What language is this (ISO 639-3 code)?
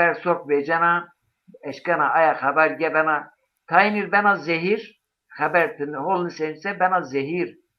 zza